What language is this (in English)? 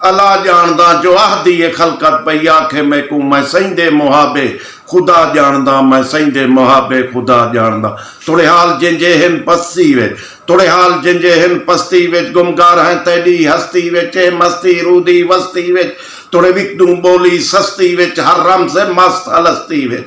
Saraiki